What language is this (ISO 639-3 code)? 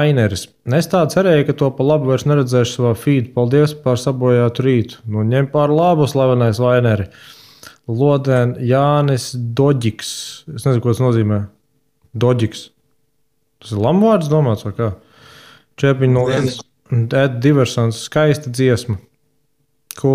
lav